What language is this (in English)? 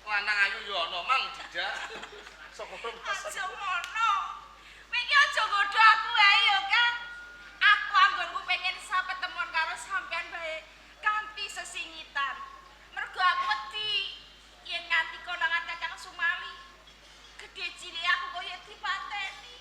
Javanese